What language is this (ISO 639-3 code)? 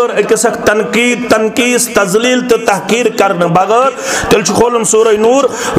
kas